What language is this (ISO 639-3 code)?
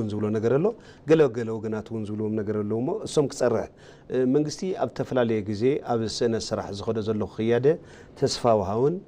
tir